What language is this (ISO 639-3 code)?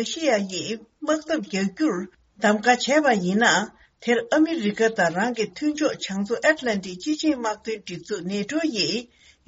bod